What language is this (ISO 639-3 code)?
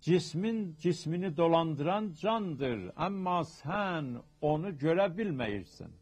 azb